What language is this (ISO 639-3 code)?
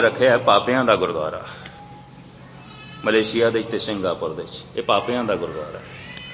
pan